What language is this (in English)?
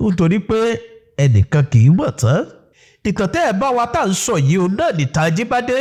Yoruba